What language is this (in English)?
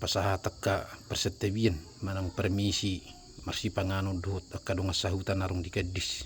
Batak Toba